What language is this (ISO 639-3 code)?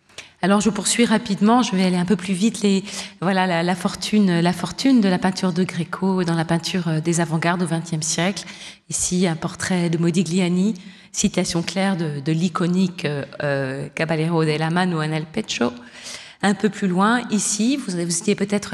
fra